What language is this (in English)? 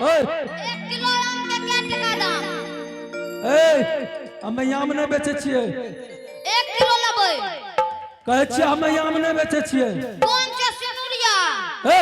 Angika